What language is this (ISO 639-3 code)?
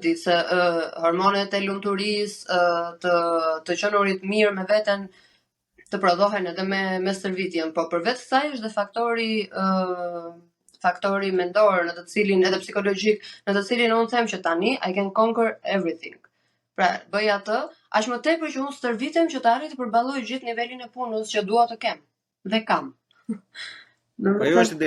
sqi